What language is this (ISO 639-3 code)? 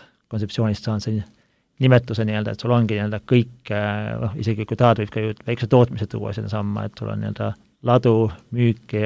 est